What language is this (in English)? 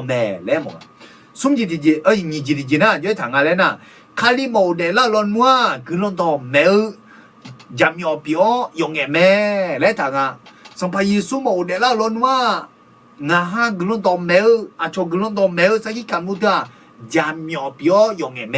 Akha